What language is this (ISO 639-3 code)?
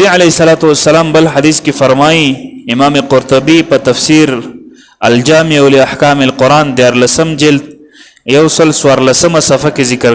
pus